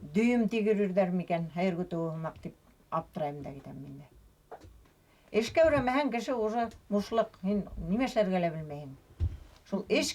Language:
Bashkir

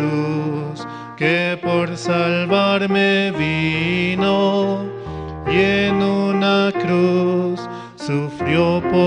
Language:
Aymara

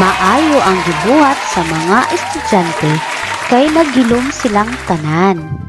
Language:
Cebuano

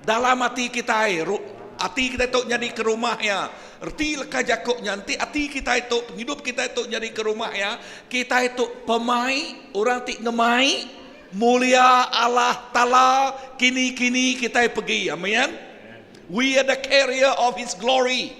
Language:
Iban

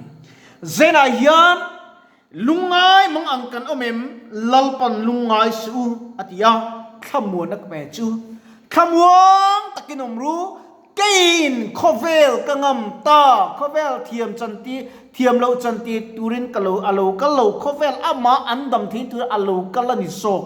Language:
Mizo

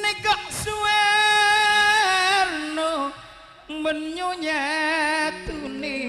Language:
Madurese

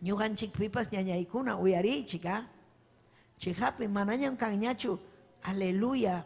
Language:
Ayacucho Quechua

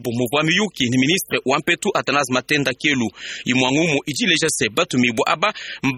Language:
Luba-Lulua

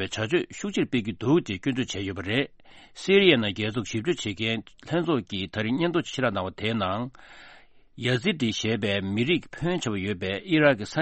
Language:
Tibetan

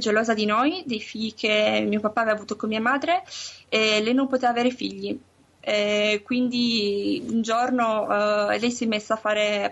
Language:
Italian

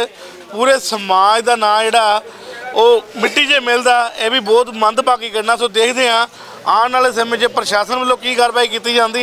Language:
Punjabi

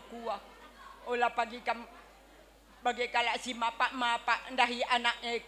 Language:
Batak Karo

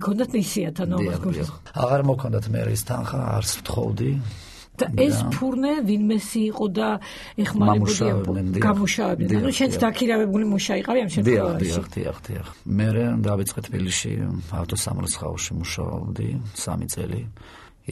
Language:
Georgian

